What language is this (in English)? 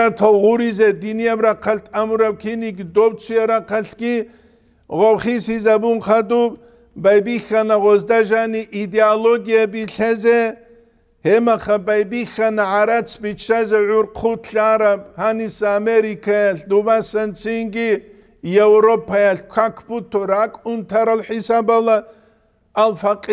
Avaric